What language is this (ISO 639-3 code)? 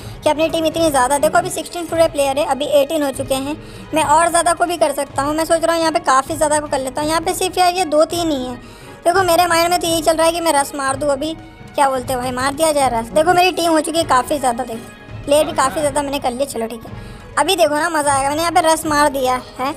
hin